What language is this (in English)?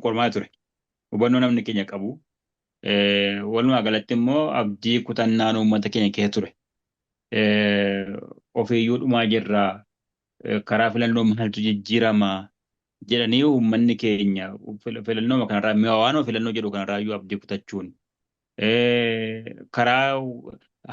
Oromo